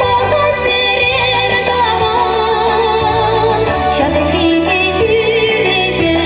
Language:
Chuvash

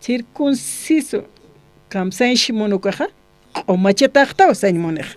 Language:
Aymara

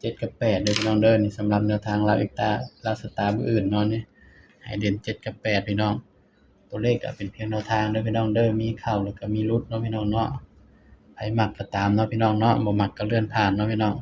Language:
Northeastern Thai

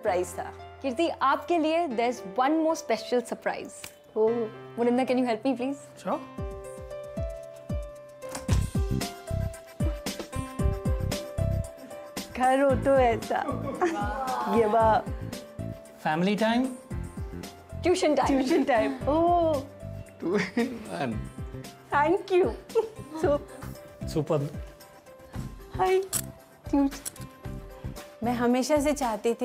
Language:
Hindi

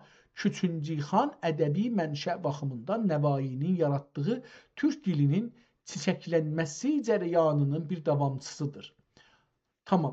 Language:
South Azerbaijani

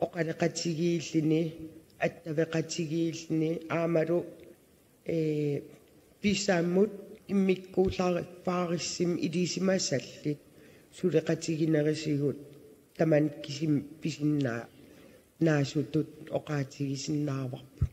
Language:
Kalaallisut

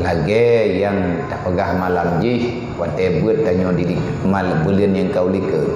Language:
Achinese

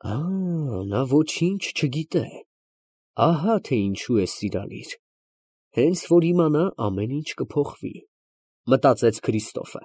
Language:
Armenian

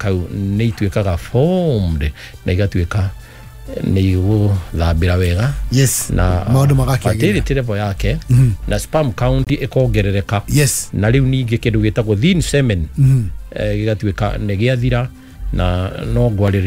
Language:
Kikuyu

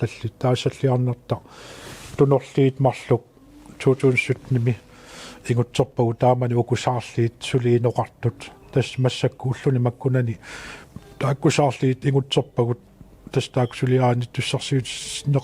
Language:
Kalaallisut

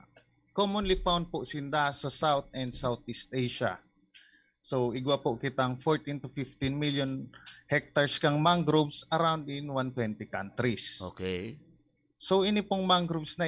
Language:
Bikol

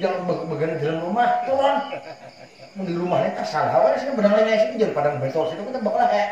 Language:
Banjar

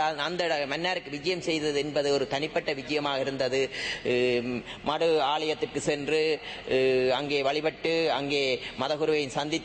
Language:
Tamil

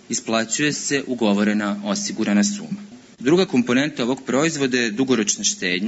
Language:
Serbian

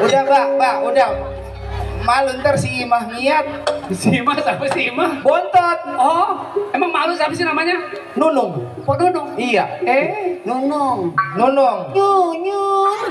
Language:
Betawi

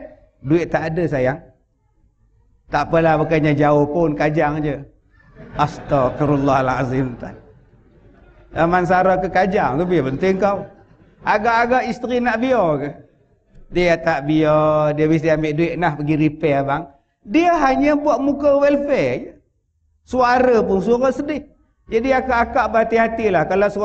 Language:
Malay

